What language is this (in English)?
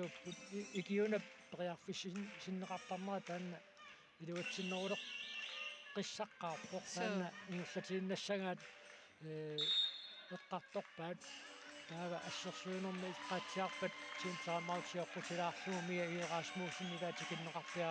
Kalaallisut